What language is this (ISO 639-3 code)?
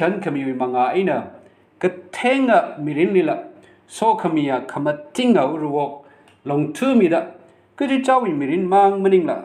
nmf